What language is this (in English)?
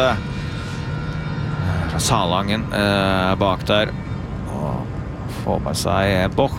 Norwegian